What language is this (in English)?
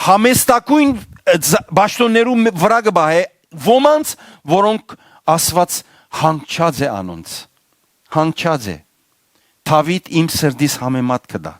Western Armenian